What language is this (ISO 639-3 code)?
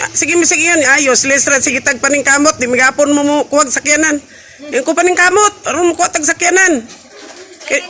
ceb